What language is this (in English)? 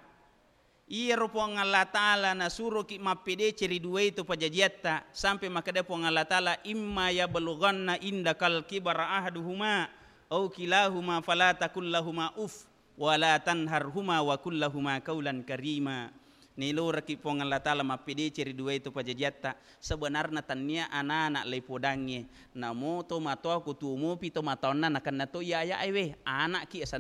Buginese